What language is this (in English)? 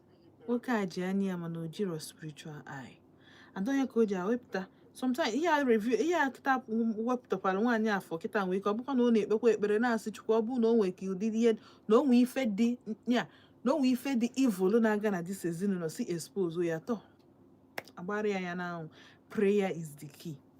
Igbo